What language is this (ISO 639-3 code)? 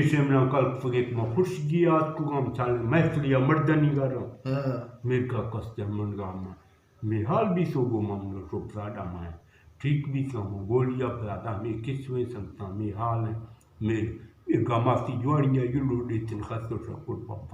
bgp